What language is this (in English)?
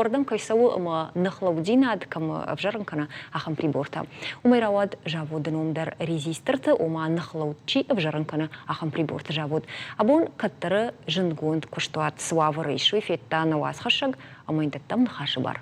Ossetic